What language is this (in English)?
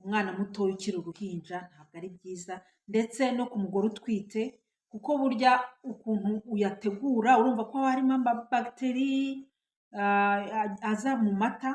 Kinyarwanda